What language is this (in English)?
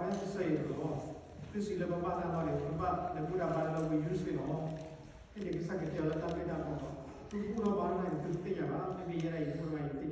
S'gaw Karen